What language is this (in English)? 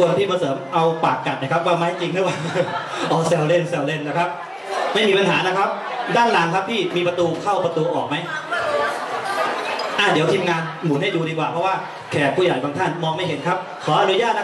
Thai